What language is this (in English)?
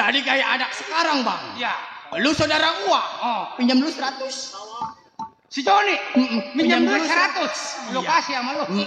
Betawi